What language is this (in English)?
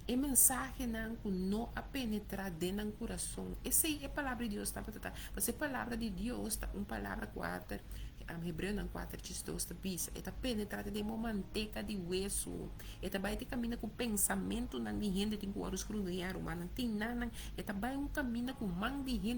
Papiamento